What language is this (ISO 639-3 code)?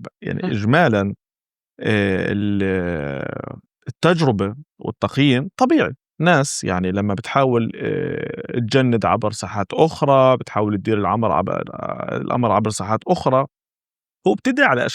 apc